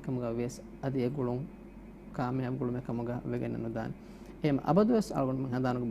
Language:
Divehi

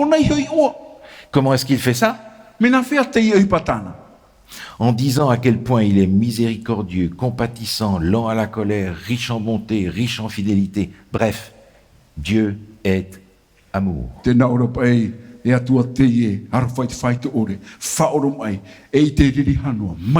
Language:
Tahitian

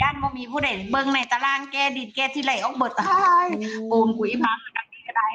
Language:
Northeastern Thai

